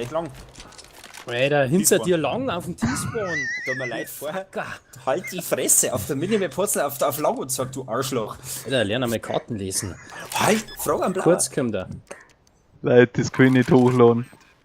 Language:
Bavarian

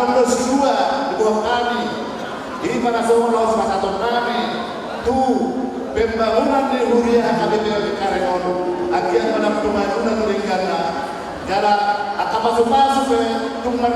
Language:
Batak Toba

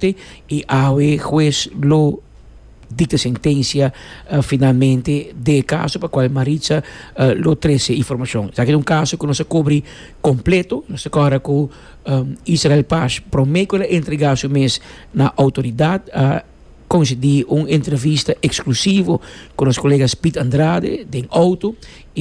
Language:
Papiamento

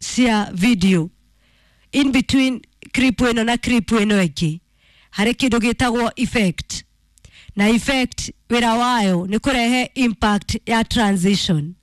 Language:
Kikuyu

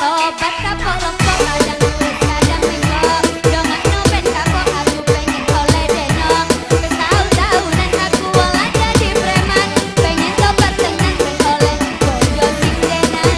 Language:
Madurese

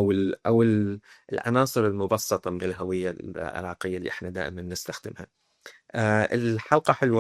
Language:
Mesopotamian Arabic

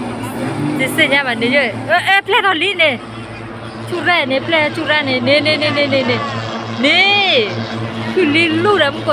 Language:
S'gaw Karen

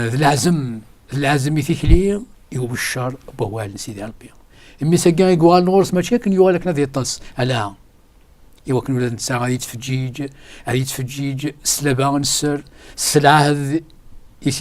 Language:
Kabyle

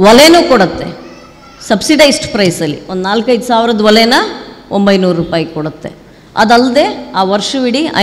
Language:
Kannada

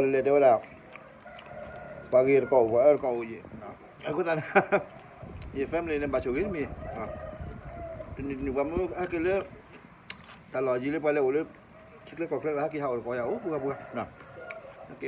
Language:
S'gaw Karen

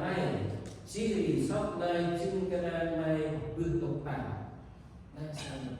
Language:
Central Mnong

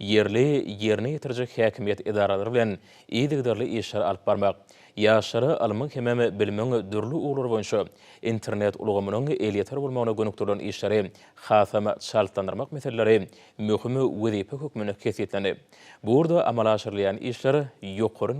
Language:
Turkmen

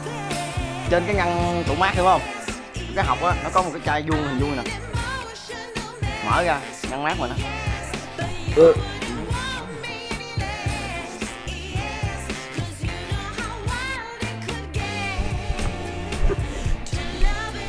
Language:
Vietnamese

